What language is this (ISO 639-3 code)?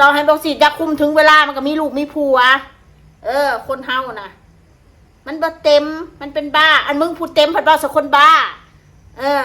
tts